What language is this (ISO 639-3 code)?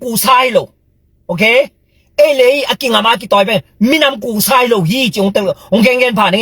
ctd